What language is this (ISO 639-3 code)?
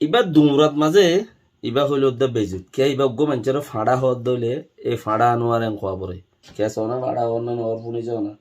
rhg